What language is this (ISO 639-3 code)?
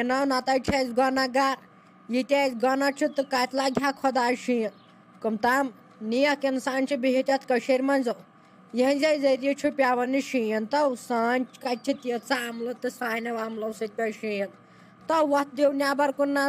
kas